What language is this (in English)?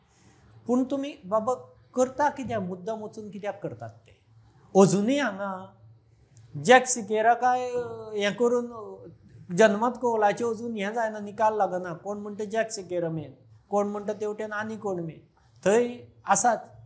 Konkani